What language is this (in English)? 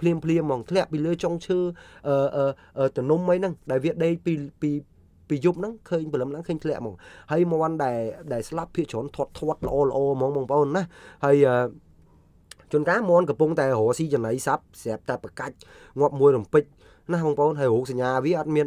Khmer